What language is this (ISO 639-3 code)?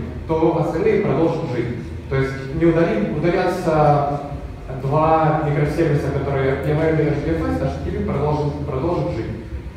rus